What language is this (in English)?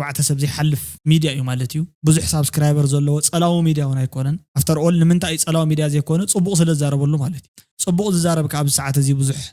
Tigrinya